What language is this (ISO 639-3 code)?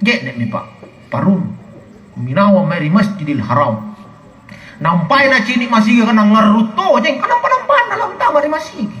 mak